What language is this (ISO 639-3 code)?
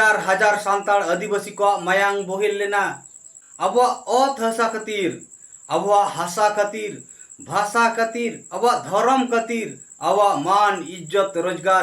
sat